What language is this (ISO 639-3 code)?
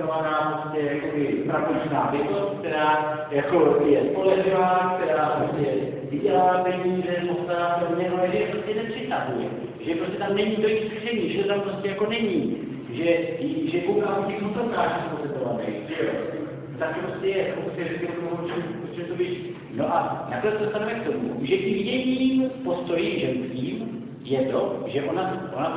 ces